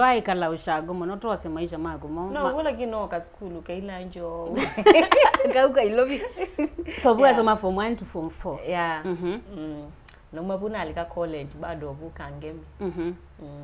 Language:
Kamba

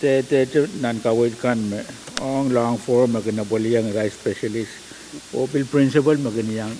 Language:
Pohnpeian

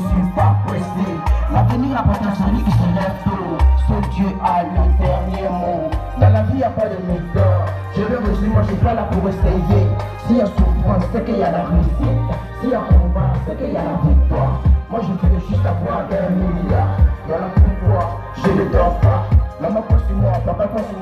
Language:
French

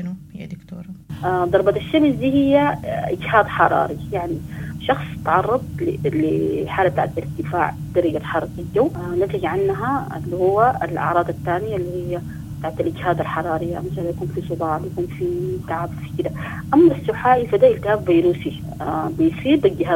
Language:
Sudanese Arabic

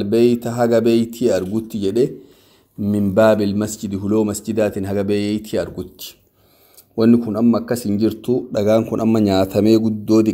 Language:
Oromo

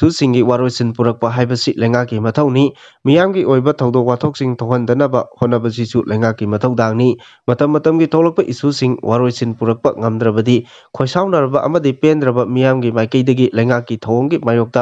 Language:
Manipuri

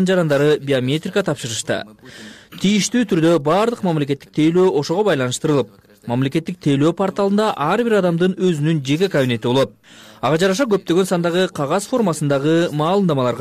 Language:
Kyrgyz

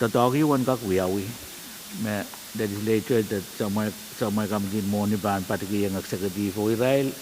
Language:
Pohnpeian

